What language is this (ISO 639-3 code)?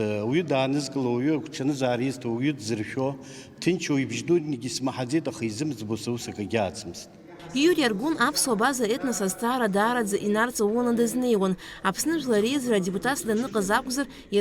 abk